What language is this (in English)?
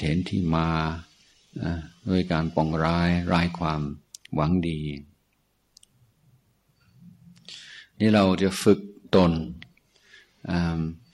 Thai